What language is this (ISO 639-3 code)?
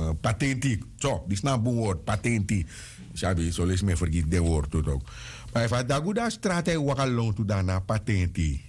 srn